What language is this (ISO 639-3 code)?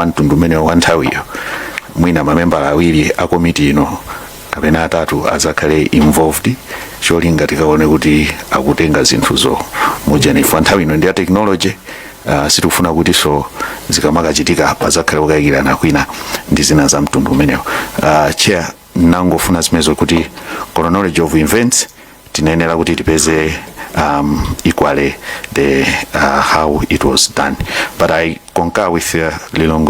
nya